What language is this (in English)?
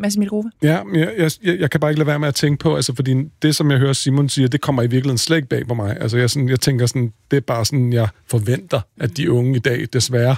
Danish